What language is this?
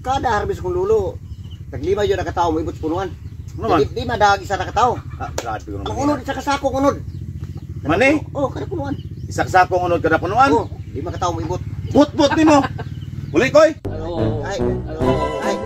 Cebuano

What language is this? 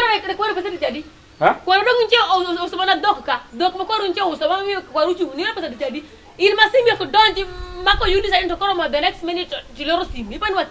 Luo (Kenya and Tanzania)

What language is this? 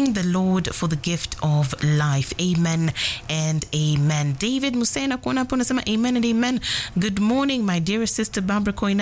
Swahili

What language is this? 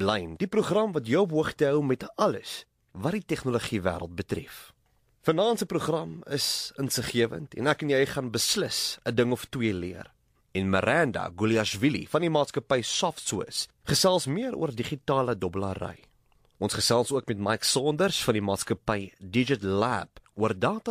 Afrikaans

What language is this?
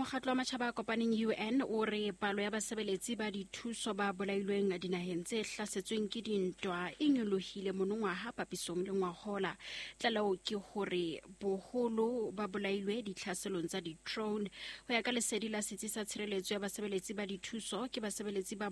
Southern Sotho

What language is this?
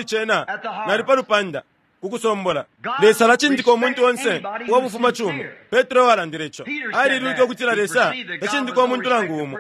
Bemba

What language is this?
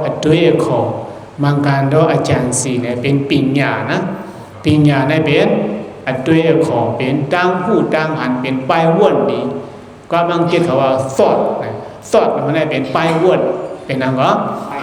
Shan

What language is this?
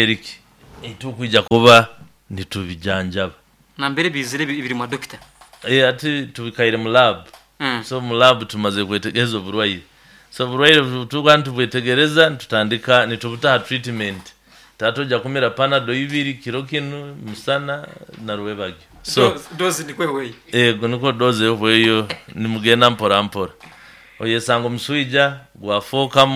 Nyoro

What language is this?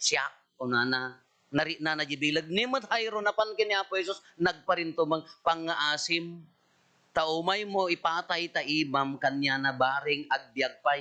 Iloko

